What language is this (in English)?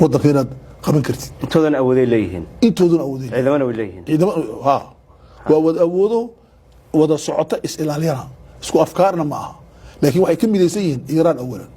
Somali